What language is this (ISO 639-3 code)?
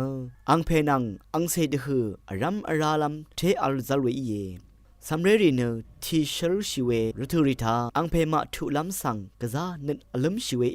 raw